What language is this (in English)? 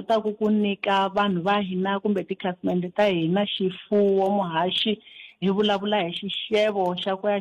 Tsonga